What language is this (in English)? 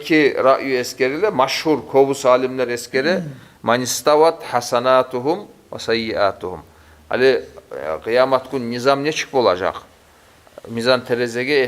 Kumyk